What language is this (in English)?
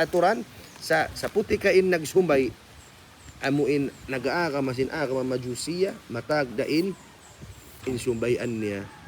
Tausug